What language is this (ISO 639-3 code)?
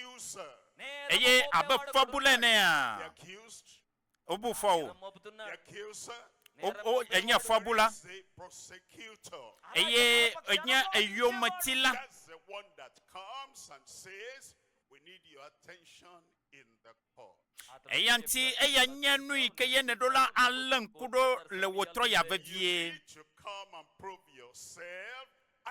ewe